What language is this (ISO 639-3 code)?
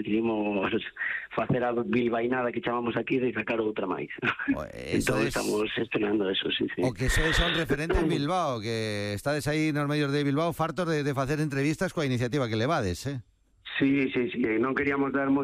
glg